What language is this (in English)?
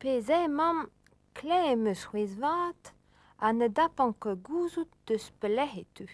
Breton